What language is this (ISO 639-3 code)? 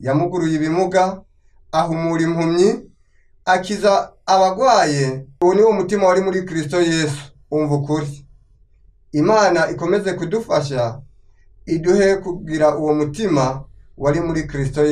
kin